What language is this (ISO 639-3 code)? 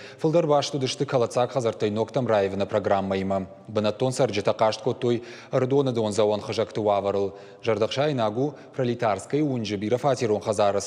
oss